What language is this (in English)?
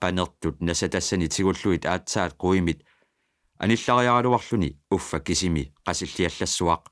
Kalaallisut